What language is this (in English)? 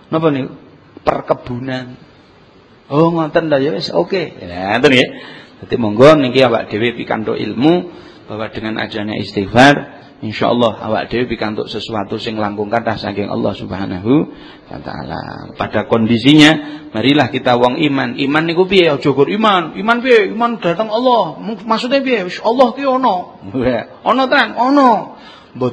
Javanese